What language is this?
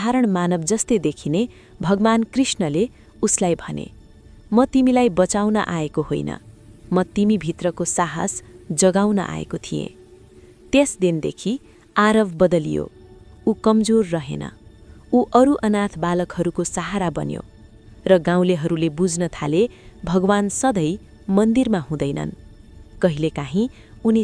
Nepali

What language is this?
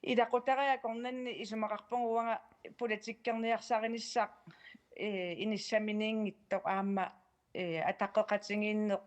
Kalaallisut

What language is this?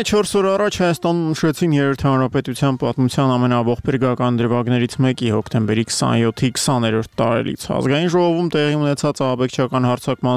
Armenian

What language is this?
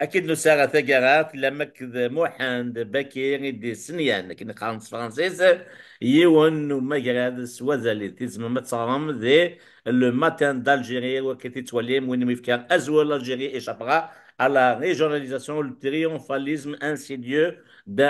Kabyle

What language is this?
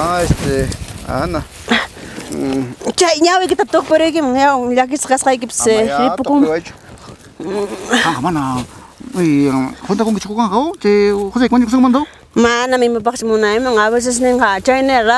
Ayacucho Quechua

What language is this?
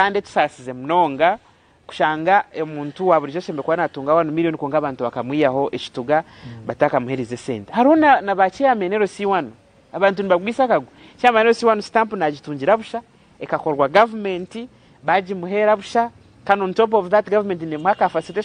Nyankole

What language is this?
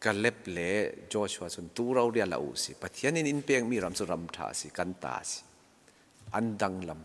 Falam Chin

